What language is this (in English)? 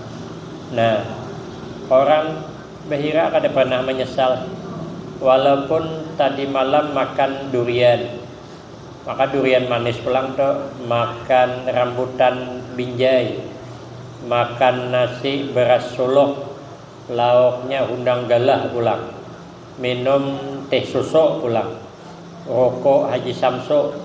Banjar